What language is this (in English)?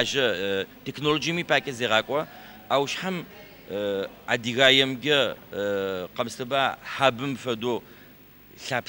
Adyghe